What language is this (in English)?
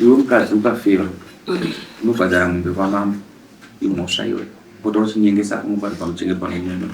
Shona